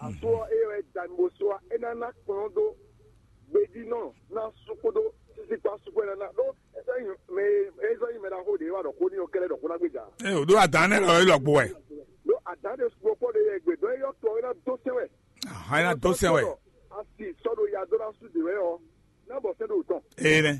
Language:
Fon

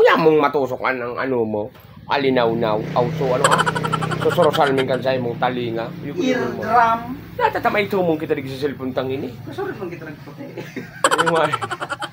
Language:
Bikol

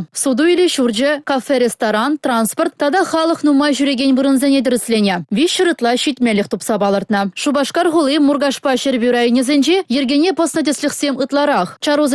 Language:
Chuvash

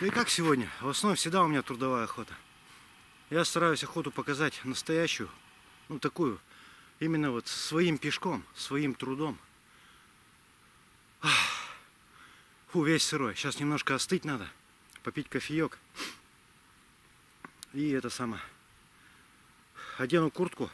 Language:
Russian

